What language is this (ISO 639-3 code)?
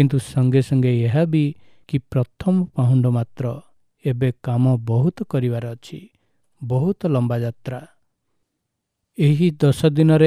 ori